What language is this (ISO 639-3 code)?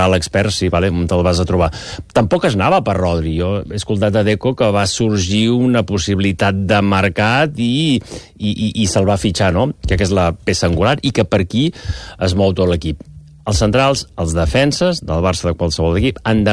cat